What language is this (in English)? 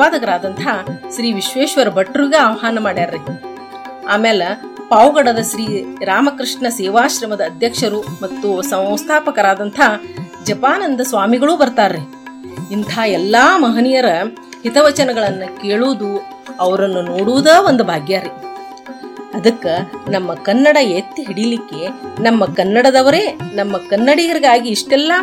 Kannada